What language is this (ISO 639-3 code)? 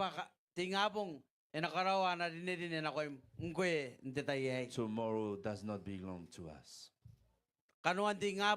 gil